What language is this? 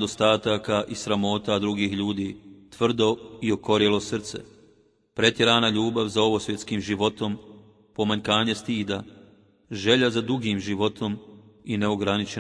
Bosnian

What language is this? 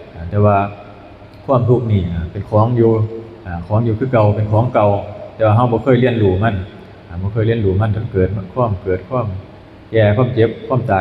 Northeastern Thai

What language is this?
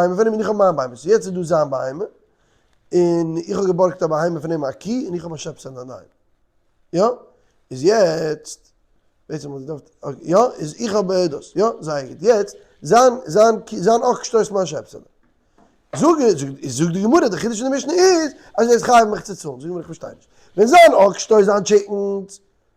Yiddish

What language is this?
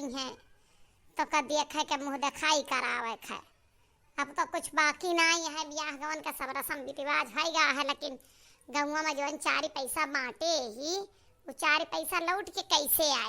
Awadhi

